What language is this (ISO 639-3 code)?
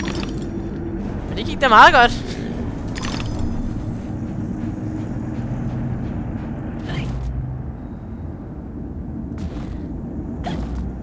dan